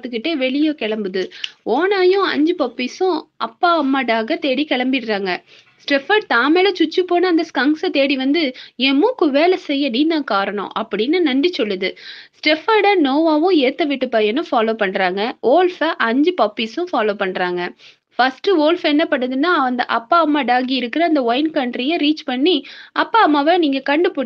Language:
Tamil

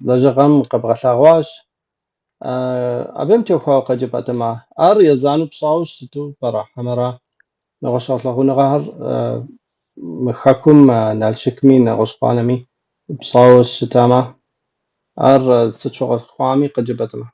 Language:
Kabardian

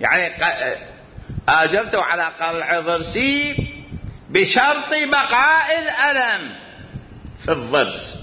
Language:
Mesopotamian Arabic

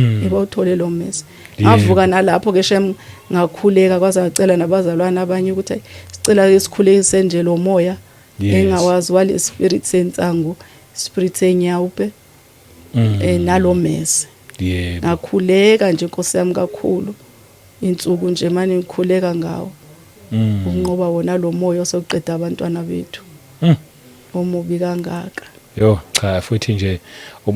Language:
Zulu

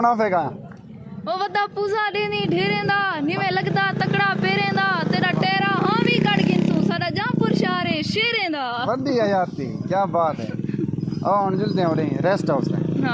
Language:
Saraiki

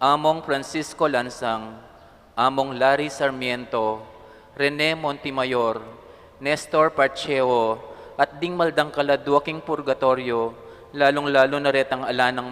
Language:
Pampanga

